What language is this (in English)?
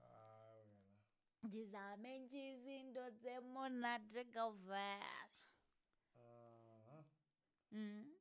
Southern Sotho